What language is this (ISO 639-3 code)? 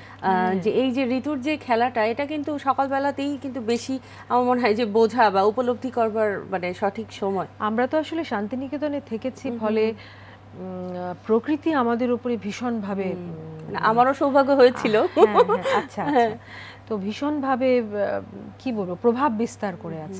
ben